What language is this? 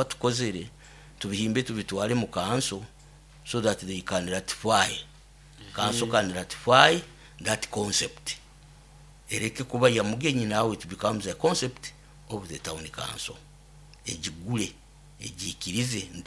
Nyoro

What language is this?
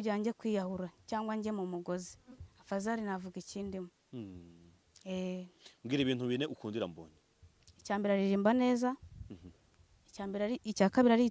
Kinyarwanda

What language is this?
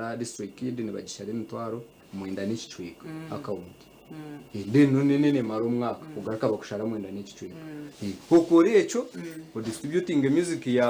Nyankole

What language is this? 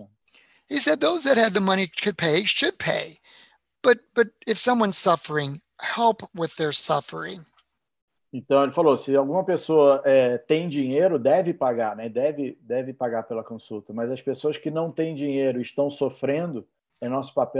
Portuguese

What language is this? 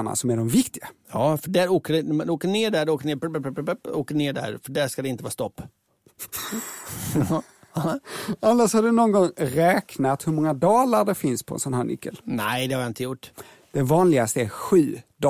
Swedish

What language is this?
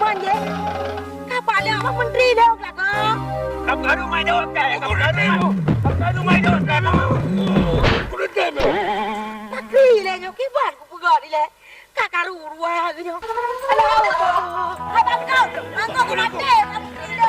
Achinese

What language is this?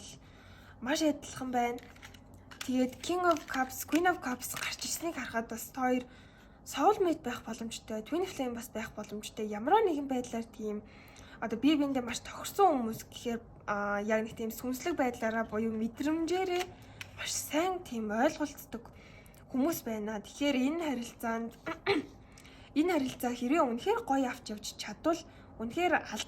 Mongolian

